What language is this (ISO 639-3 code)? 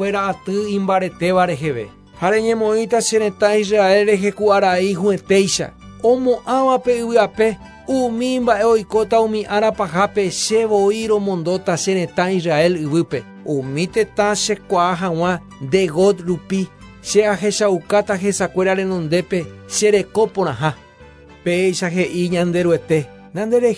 grn